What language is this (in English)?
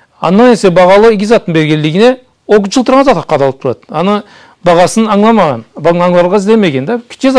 Karachay-Balkar